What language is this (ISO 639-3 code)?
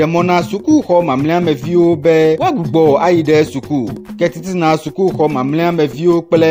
ewe